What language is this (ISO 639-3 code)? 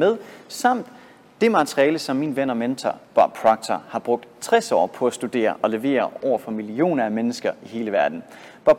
dan